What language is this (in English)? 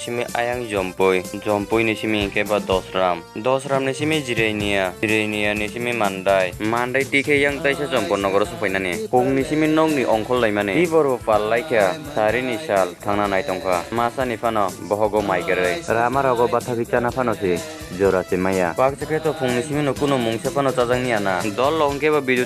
Kok Borok